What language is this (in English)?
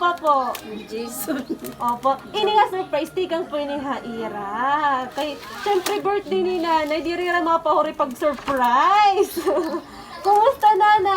Waray